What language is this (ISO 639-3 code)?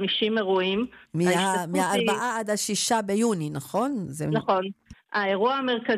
heb